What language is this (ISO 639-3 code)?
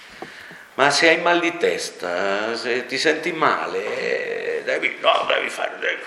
ita